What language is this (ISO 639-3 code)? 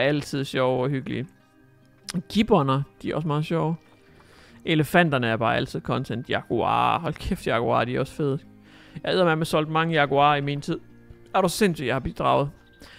dan